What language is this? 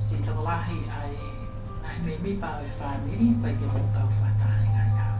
Tongan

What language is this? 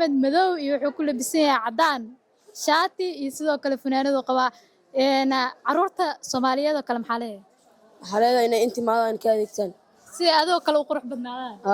Somali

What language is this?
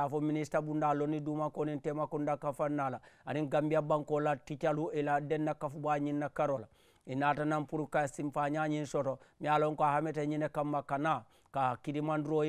Mandingo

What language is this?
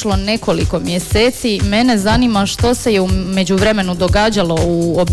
Croatian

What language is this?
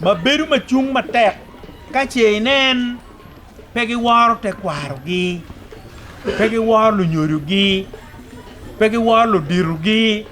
Acoli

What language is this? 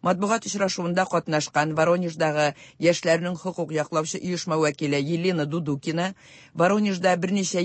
Tatar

